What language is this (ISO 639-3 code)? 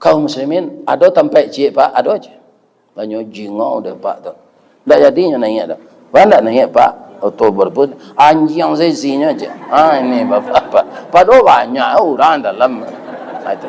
min